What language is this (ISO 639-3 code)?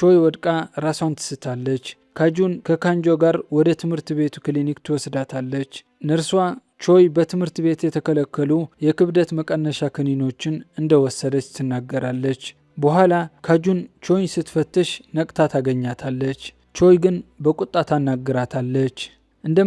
amh